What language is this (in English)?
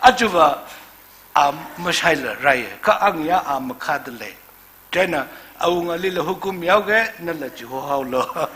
Tangkhul Naga (India)